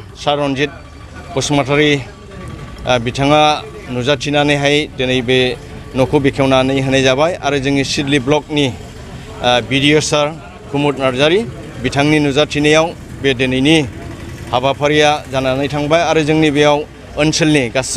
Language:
Bodo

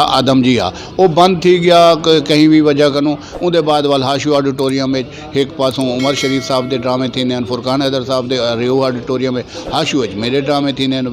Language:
Saraiki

